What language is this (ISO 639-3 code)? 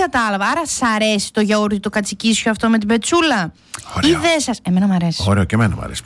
ell